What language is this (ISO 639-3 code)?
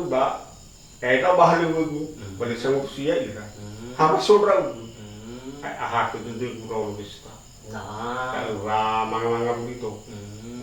nia